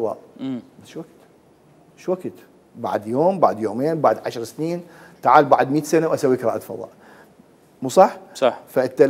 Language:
Mesopotamian Arabic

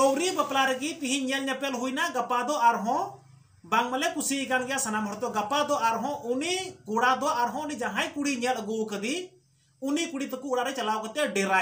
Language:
Santali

